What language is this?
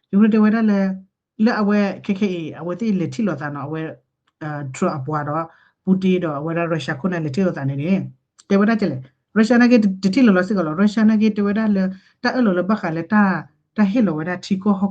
S'gaw Karen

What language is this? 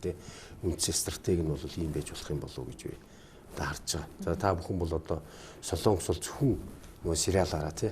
Mongolian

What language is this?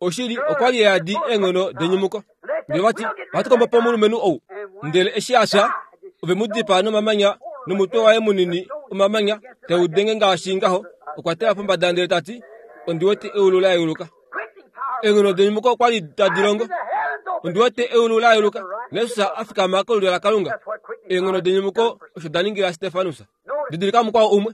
Kuanyama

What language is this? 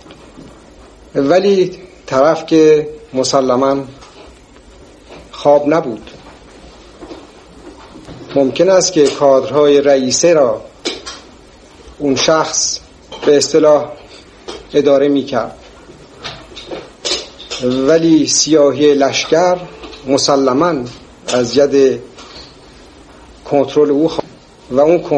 Persian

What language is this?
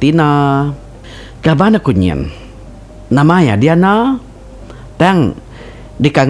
Iban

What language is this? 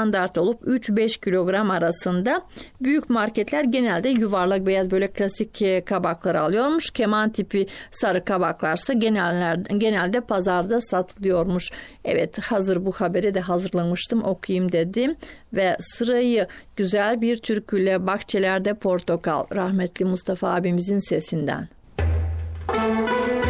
Turkish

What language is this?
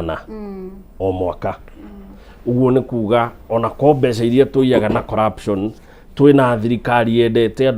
Kikuyu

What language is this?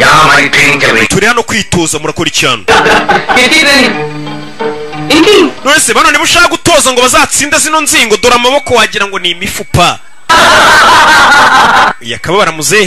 Kinyarwanda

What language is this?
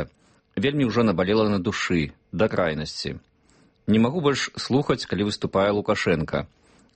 Belarusian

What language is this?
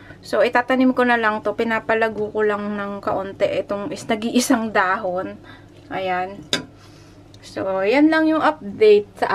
Filipino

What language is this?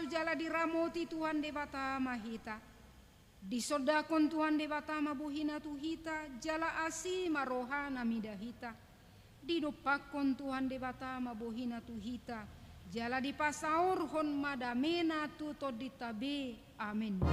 Batak Toba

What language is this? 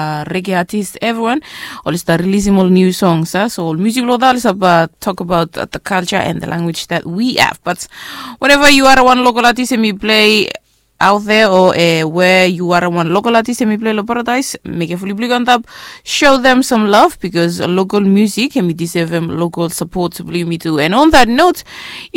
Bislama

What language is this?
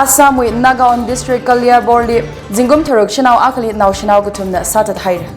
Tangkhul Naga (India)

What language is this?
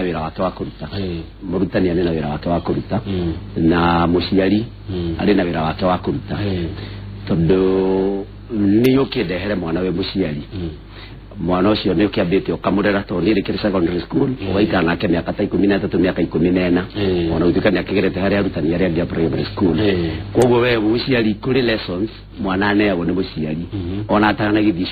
Kikuyu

